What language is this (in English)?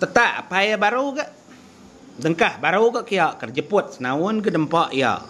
Iban